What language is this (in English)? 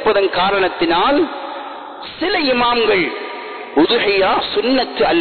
Tamil